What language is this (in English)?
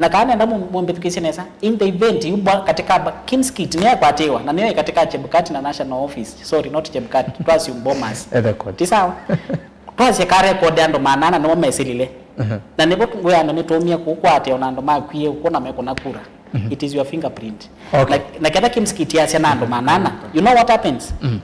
Kamba